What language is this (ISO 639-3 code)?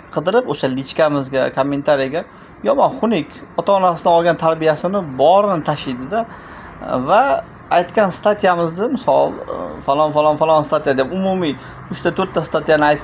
uzb